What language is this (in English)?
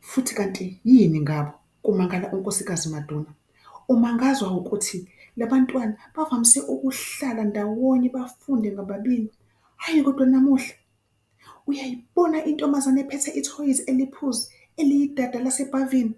Zulu